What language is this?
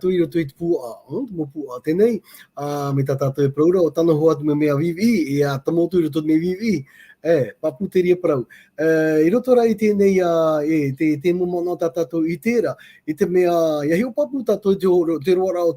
Tahitian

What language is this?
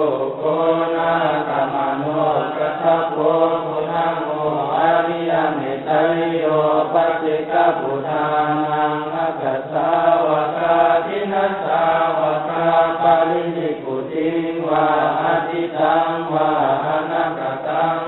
Pali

